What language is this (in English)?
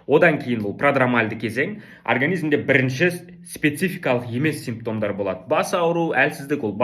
Kazakh